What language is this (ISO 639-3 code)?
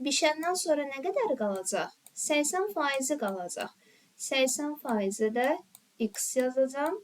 aze